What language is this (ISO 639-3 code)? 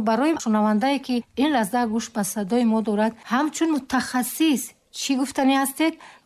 tgk